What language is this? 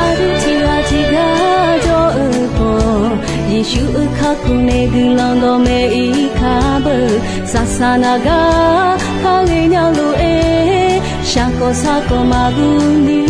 Akha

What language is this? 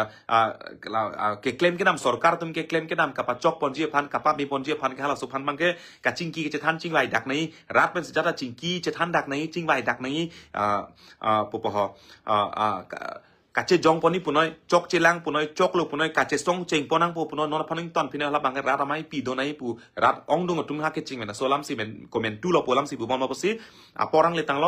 Karbi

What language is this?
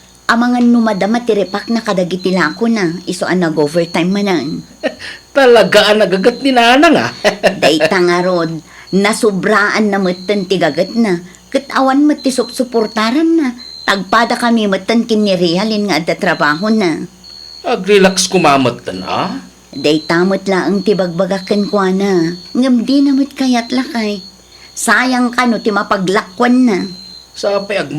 Iloko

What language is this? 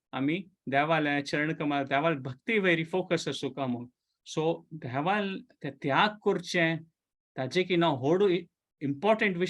Konkani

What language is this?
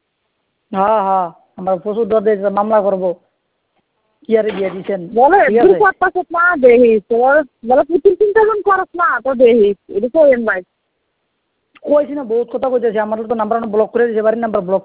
Bangla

